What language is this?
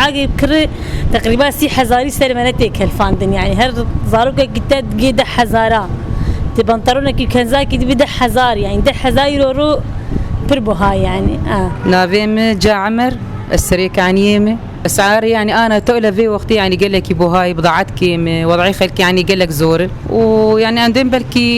Kurdish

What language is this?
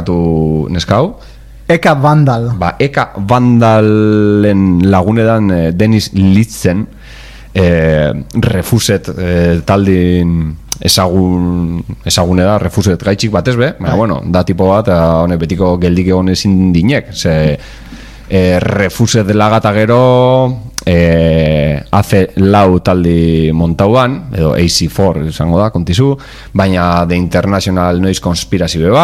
Basque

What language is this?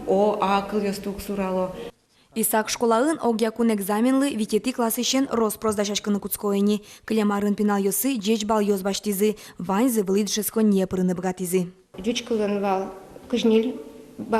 Udmurt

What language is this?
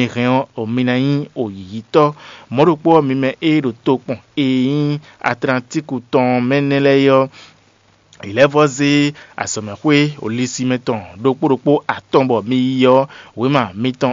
Fon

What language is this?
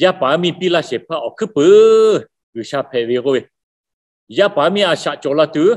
Lahu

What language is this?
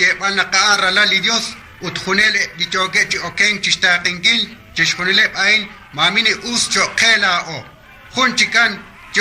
Kekchí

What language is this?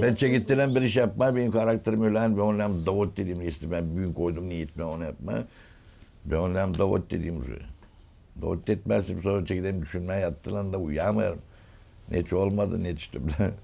Gagauz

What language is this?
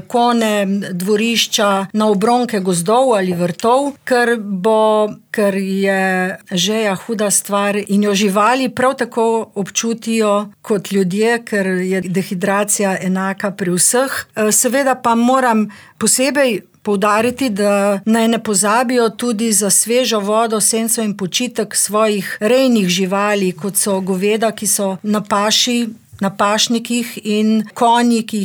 Slovenian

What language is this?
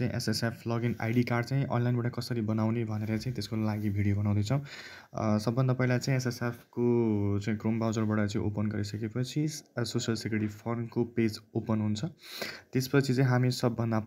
Nepali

